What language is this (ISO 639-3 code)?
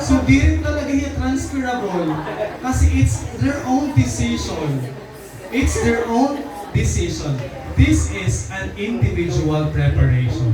war